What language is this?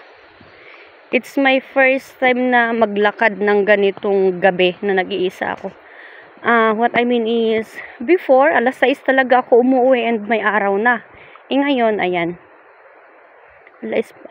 Filipino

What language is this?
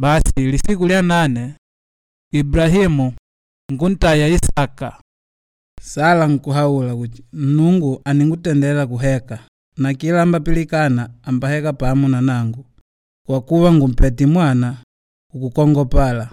Makonde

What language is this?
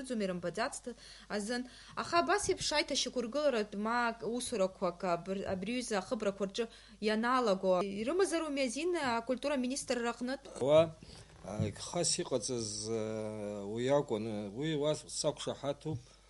Abkhazian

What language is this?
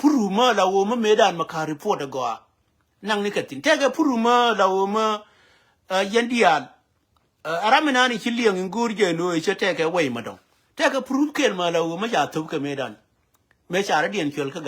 Nuer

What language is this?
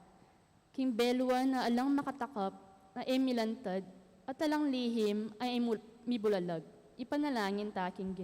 Pampanga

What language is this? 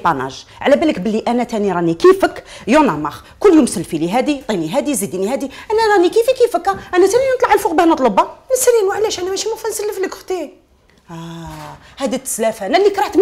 Algerian Arabic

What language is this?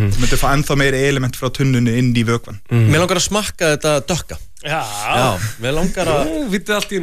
Icelandic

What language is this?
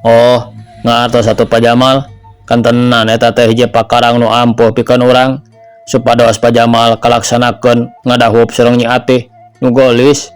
Sundanese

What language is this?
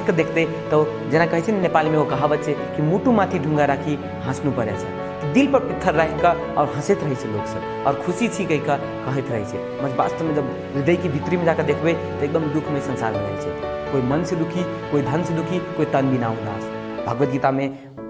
Maithili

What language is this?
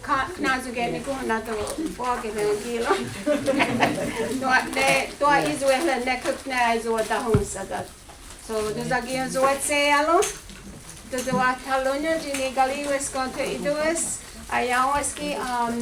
Mohawk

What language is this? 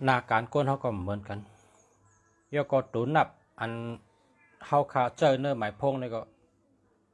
Shan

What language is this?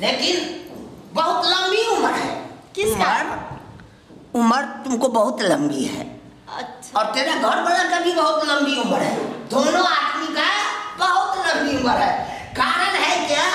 Maithili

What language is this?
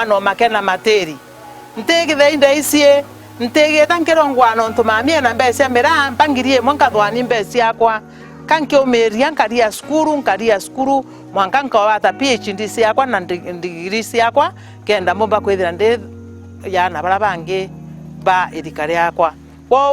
Meru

